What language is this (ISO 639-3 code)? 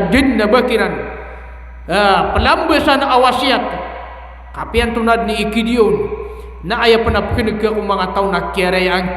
mrw